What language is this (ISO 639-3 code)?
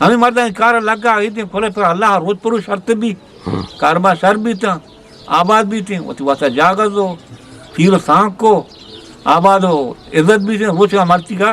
bgp